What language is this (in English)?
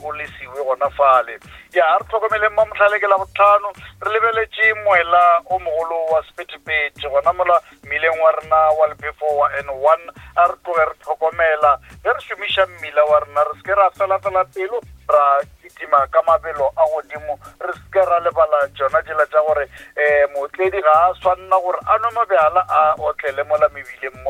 Northern Sotho